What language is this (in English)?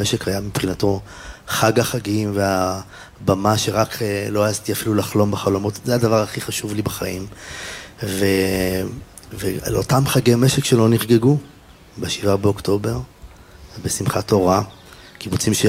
Hebrew